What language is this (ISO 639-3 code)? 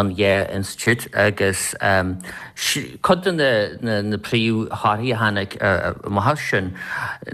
gle